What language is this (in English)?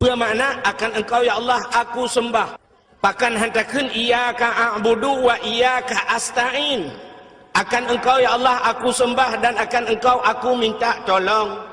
Achinese